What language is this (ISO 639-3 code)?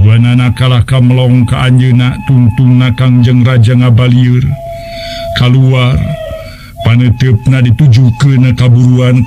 sun